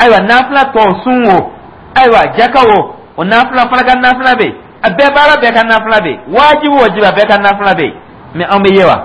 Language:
Dyula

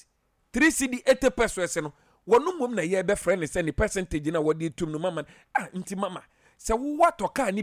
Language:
Akan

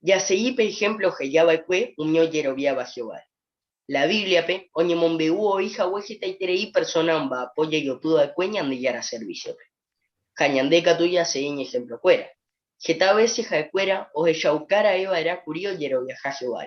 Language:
Guarani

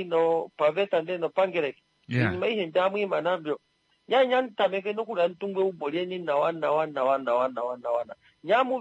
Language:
Kuanyama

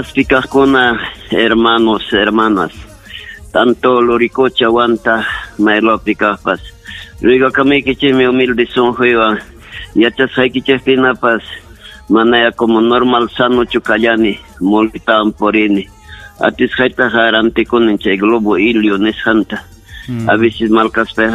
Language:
Ayacucho Quechua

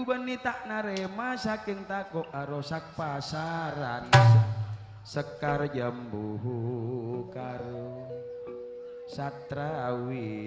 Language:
Madurese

